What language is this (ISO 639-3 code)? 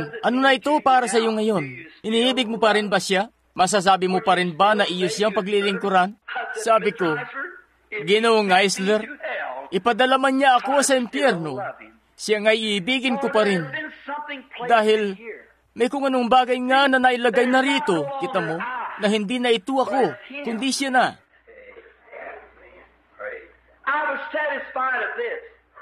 fil